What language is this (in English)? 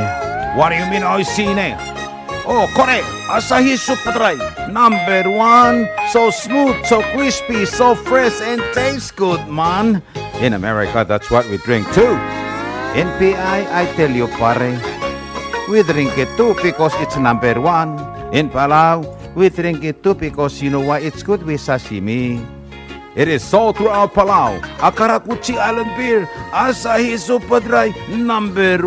Palauan